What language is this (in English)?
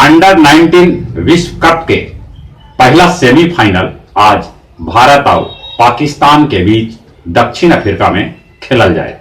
Magahi